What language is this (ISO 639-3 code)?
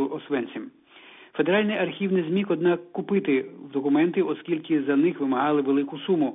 ukr